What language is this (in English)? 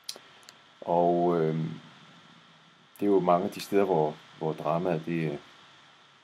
Danish